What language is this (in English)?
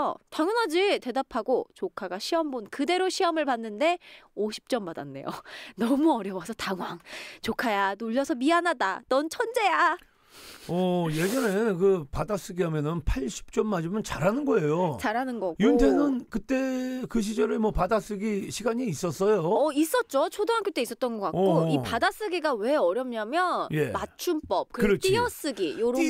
Korean